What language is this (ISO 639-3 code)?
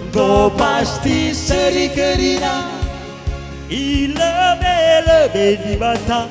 btx